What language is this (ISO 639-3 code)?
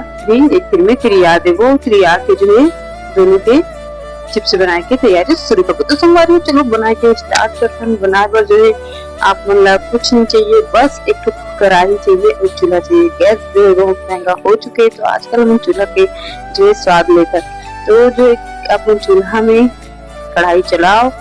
hne